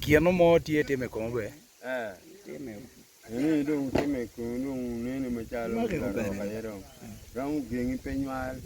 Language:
Acoli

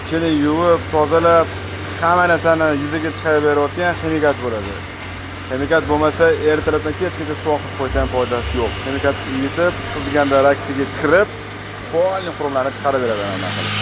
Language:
Uzbek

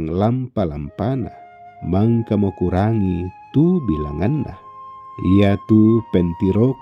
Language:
Toraja-Sa'dan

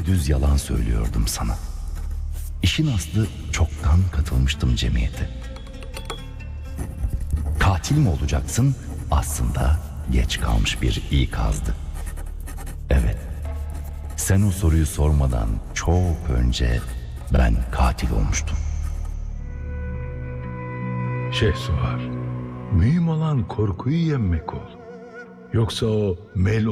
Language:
Turkish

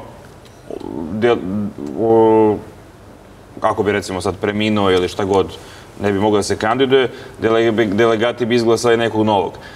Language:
Serbian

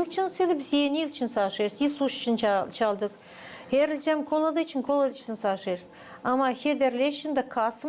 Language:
Gagauz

